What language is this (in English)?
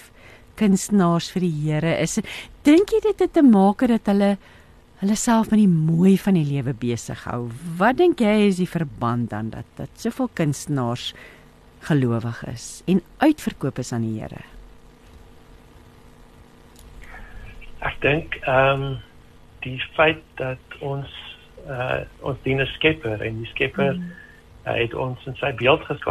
Afrikaans